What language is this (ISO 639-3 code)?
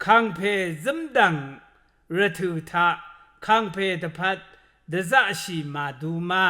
raw